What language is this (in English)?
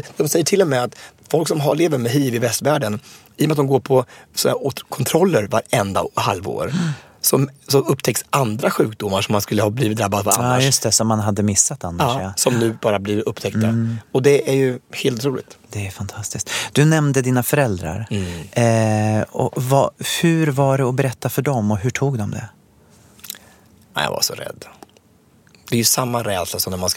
Swedish